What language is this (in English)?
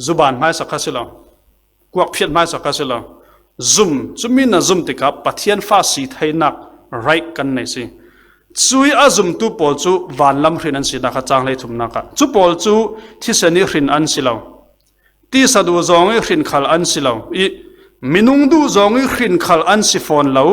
Falam Chin